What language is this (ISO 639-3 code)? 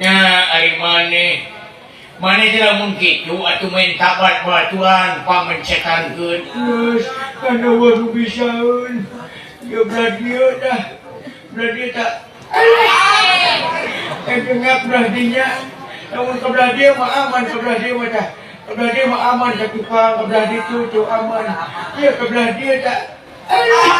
sun